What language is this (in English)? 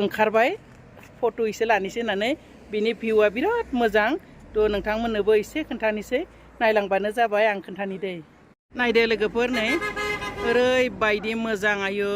Bodo